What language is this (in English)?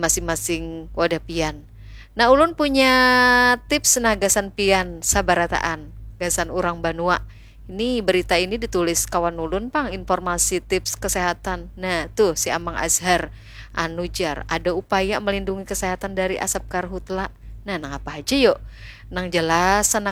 Banjar